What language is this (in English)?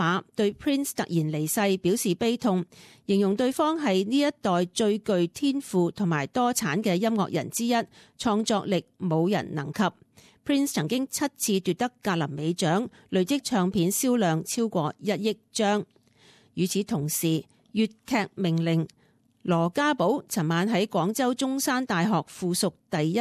Cantonese